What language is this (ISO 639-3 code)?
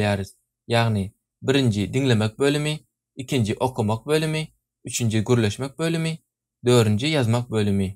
tuk